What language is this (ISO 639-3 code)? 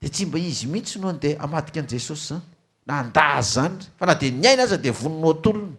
mlg